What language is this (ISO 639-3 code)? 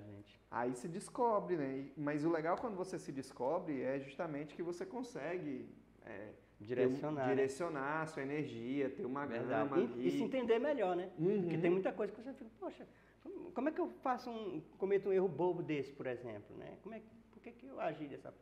por